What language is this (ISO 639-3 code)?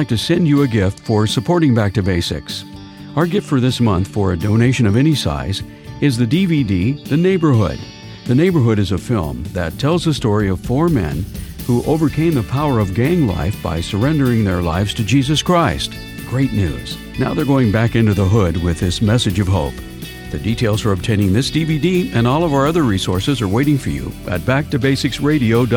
eng